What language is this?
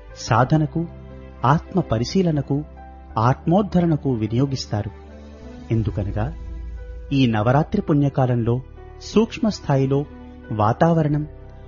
Telugu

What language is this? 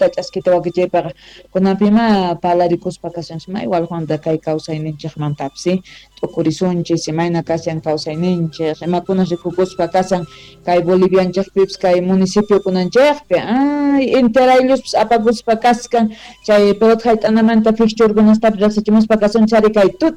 South Bolivian Quechua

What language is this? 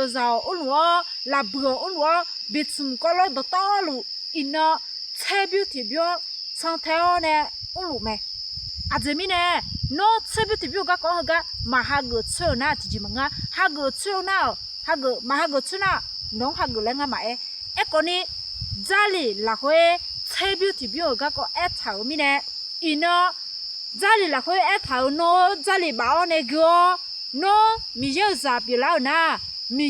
Akha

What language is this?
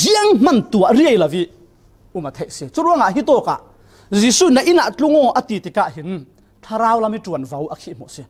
Falam Chin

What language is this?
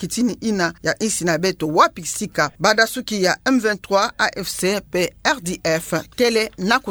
Kituba (Democratic Republic of Congo)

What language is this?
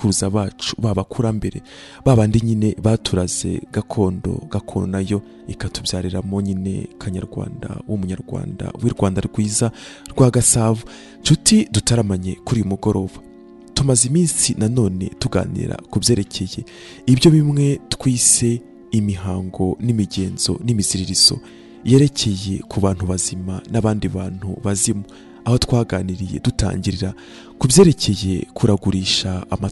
Kinyarwanda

